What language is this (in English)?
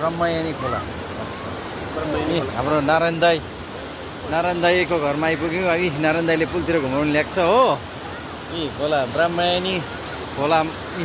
Nepali